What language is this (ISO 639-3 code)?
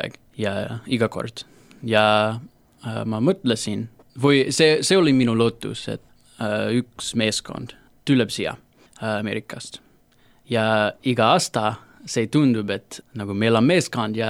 est